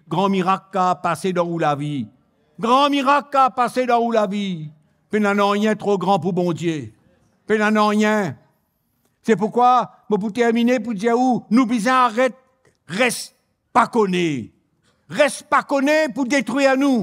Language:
Morisyen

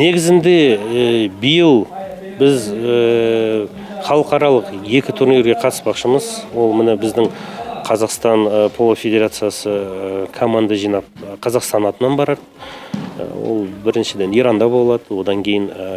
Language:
Kazakh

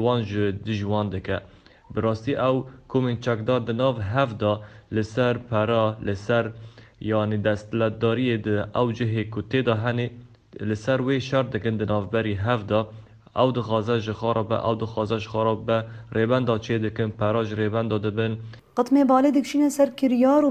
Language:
Kurdish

